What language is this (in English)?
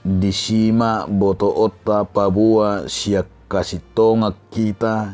Batak Toba